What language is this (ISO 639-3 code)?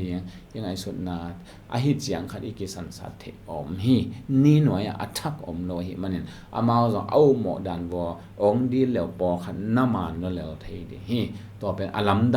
ctd